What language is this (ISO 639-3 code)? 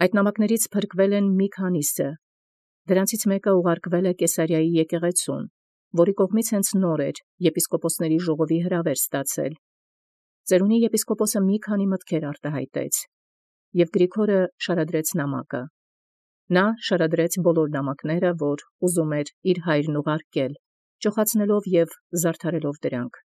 hye